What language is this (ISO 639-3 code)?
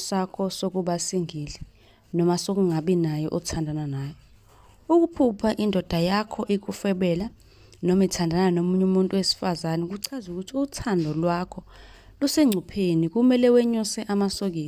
zul